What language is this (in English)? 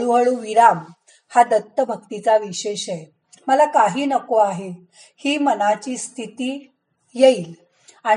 Marathi